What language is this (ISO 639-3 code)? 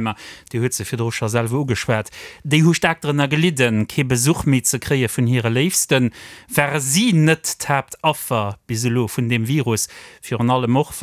ltz